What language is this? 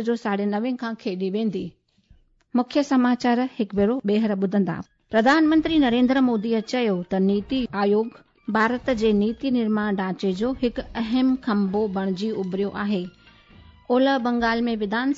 Sindhi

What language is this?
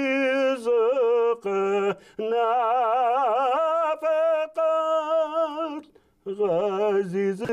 Bashkir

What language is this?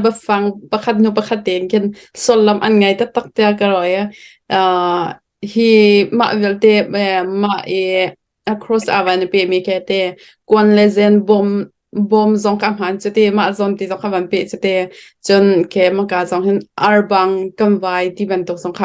Hakha Chin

